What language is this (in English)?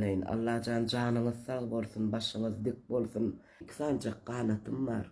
Turkmen